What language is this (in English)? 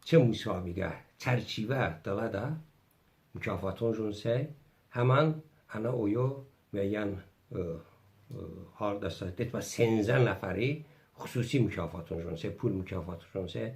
Talysh